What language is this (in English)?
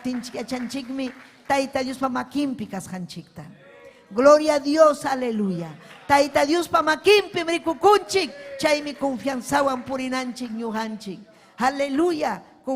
Ayacucho Quechua